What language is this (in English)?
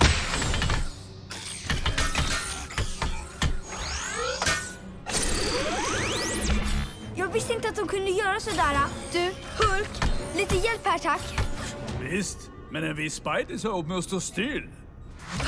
Swedish